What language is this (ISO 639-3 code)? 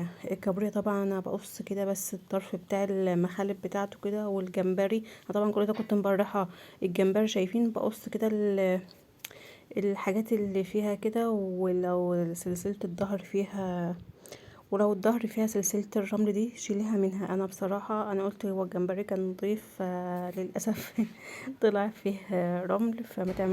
arz